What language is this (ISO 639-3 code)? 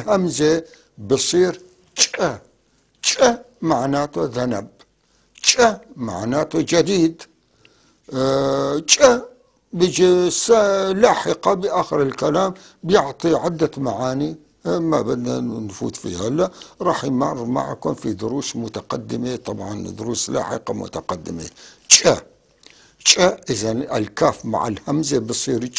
apc